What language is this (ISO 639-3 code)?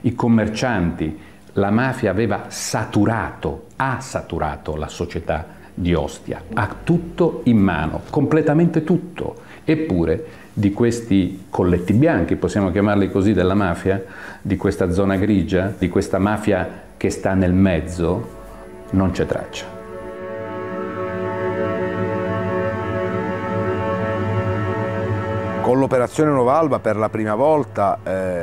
ita